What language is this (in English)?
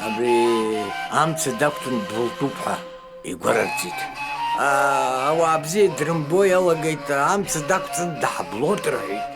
Abkhazian